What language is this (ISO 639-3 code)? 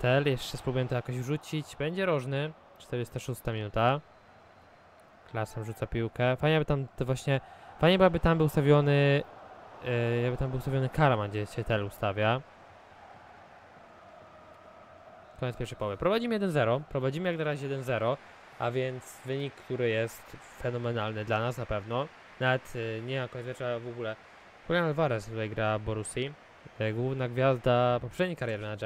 pol